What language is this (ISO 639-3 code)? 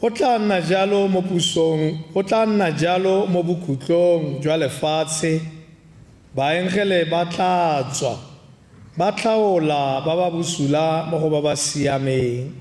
tsn